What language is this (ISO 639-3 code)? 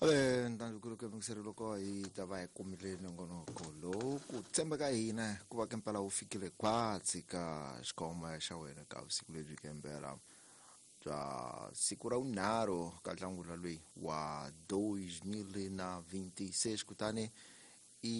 tso